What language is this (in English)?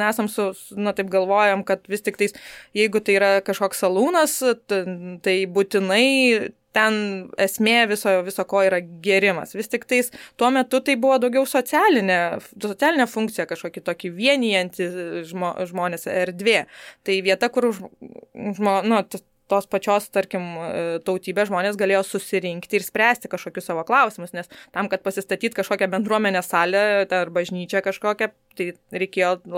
Lithuanian